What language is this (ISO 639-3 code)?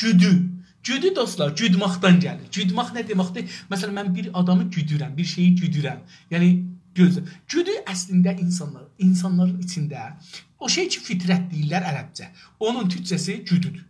azb